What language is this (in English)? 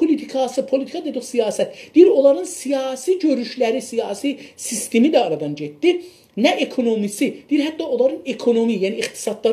South Azerbaijani